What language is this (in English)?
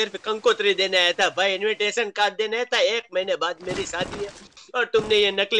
Gujarati